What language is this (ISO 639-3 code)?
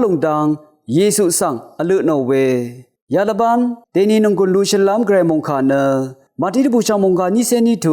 raw